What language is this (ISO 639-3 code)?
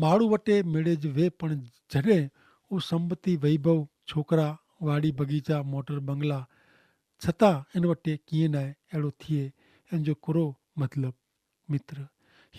kfr